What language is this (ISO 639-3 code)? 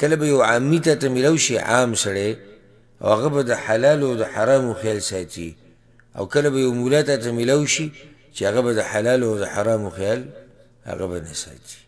pus